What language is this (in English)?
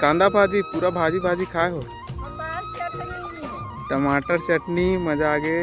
Chhattisgarhi